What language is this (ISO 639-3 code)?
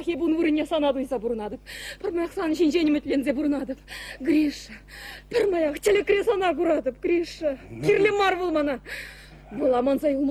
chv